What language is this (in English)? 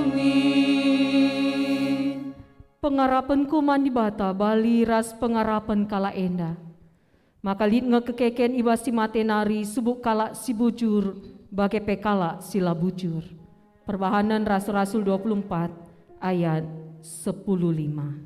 Batak Karo